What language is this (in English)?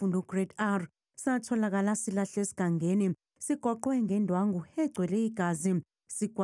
Zulu